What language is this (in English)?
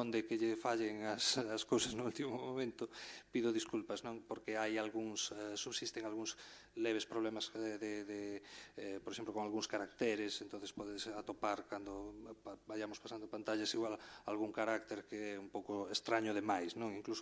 Galician